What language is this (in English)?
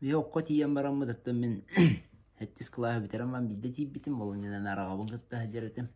Yakut